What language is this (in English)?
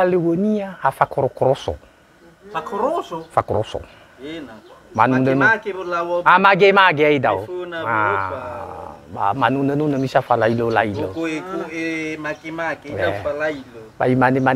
Nias